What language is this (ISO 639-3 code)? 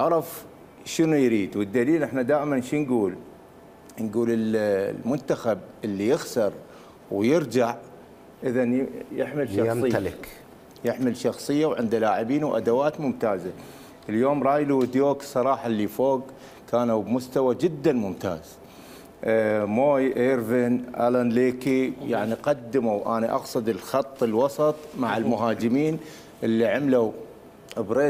acm